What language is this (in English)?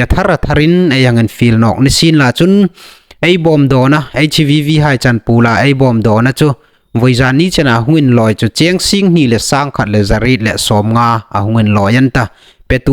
Hmar